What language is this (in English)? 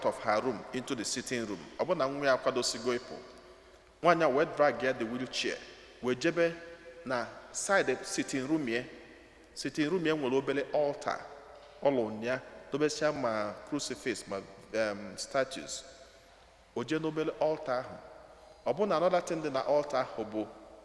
Igbo